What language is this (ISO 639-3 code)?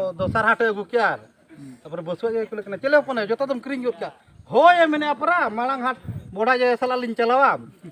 sat